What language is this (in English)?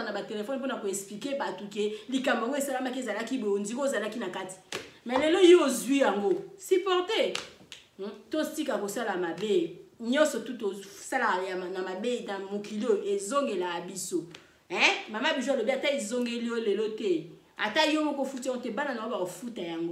Lingala